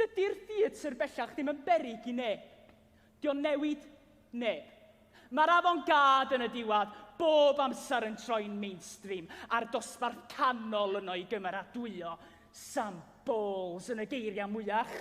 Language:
Welsh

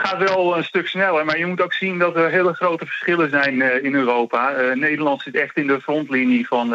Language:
Dutch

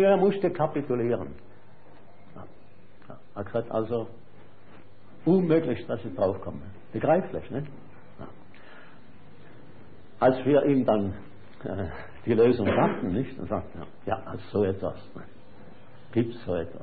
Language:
German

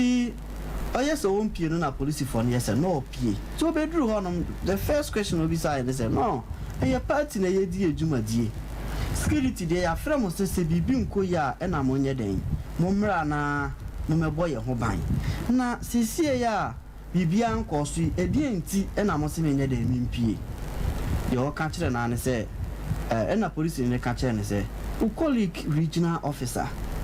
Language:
Akan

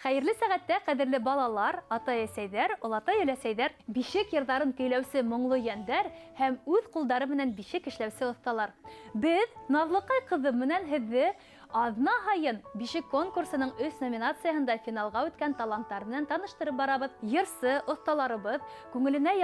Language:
Bashkir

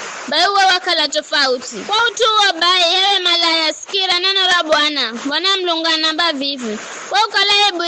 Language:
Giryama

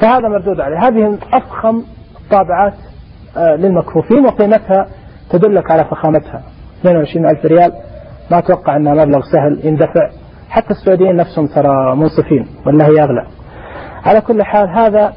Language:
Najdi Arabic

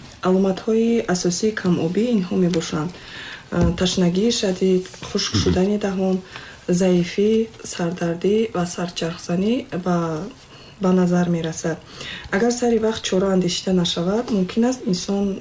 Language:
Tajik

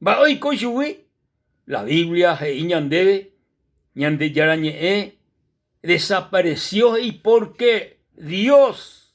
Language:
Guarani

